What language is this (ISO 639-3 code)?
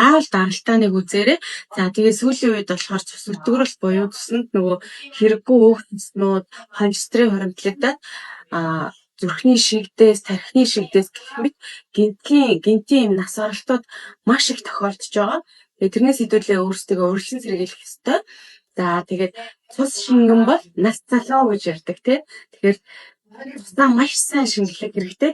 mon